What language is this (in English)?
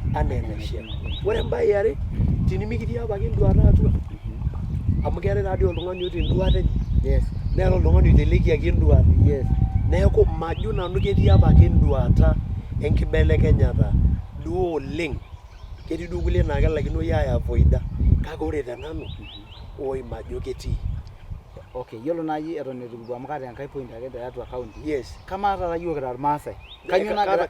Masai